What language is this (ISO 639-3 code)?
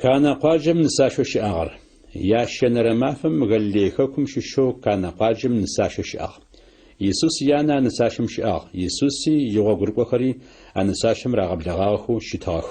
ady